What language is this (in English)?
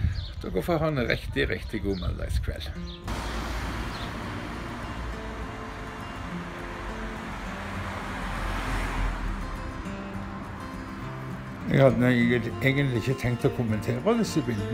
Norwegian